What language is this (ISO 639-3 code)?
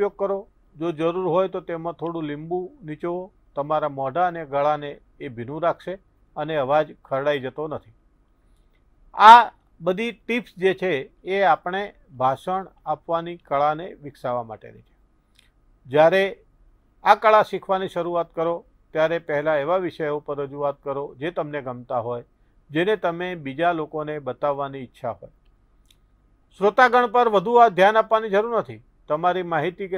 guj